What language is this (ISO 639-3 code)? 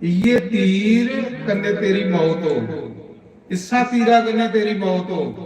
doi